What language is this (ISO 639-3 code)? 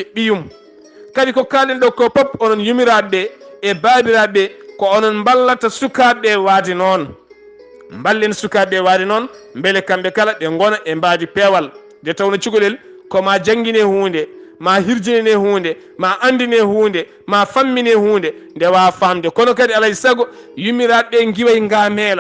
ful